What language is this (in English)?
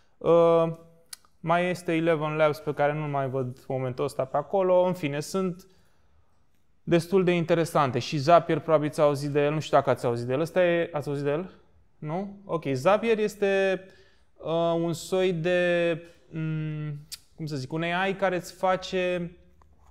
Romanian